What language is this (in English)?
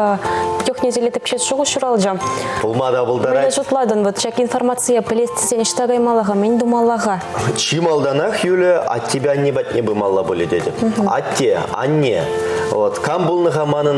Chuvash